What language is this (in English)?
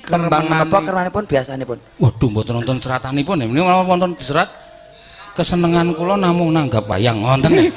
Javanese